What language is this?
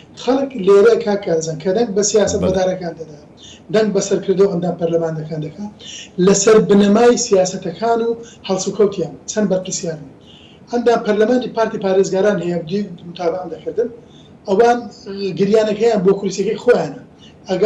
Central Kurdish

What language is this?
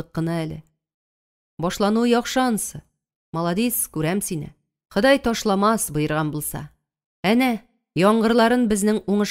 Tatar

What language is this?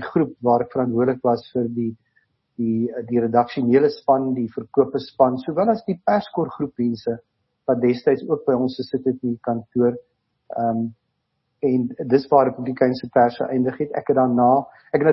Afrikaans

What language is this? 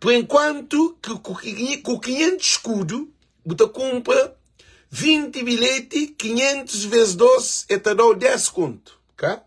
Kabuverdianu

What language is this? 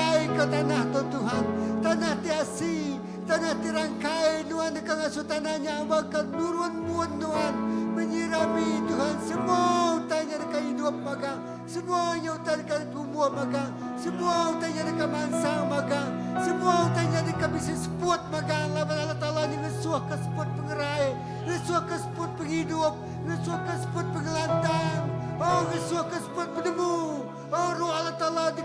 Iban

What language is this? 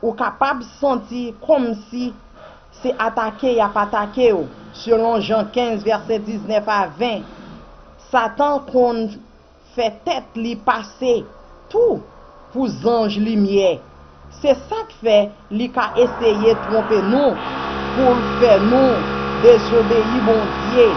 Haitian Creole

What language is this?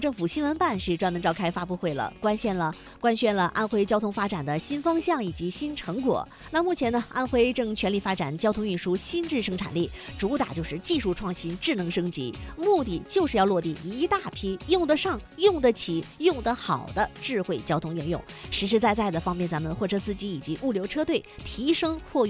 Chinese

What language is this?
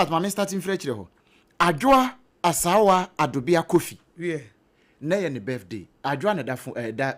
Akan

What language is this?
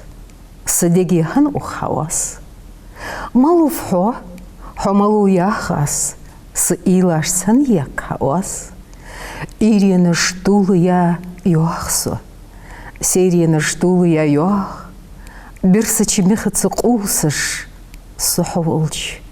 Ingush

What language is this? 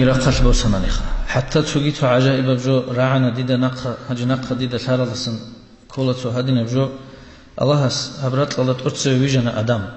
Avaric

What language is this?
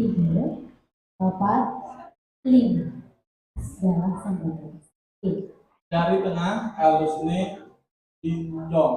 Balinese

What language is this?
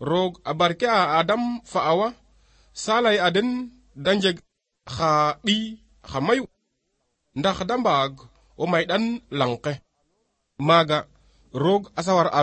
Serer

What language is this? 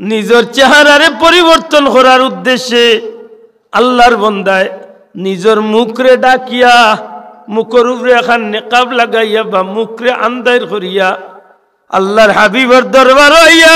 Sylheti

